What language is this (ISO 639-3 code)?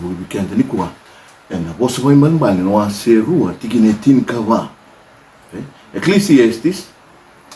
fij